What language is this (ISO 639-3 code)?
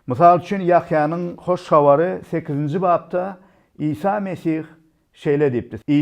tuk